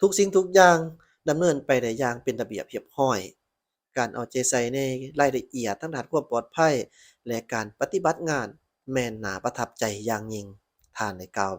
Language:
Lao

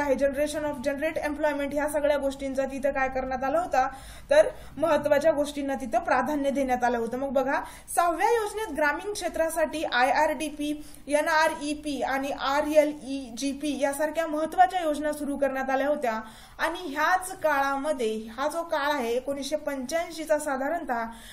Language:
Marathi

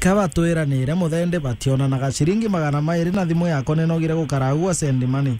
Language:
Meru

